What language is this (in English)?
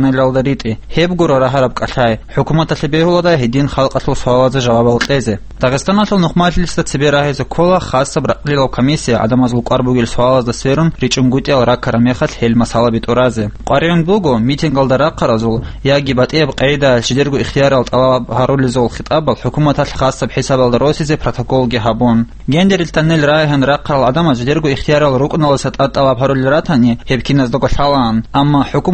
Avaric